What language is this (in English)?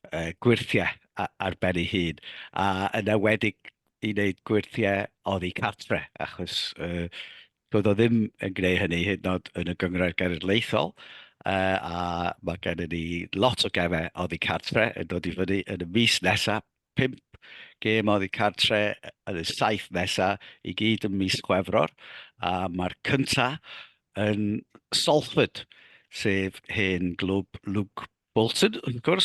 Welsh